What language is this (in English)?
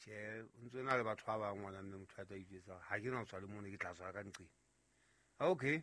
Southern Sotho